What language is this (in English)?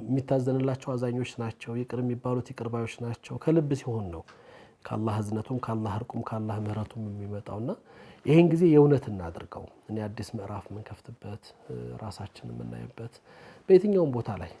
Amharic